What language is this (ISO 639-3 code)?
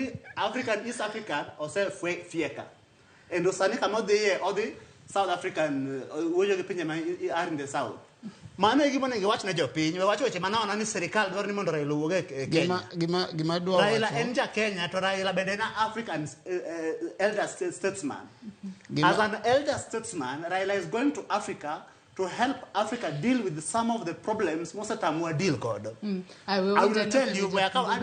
luo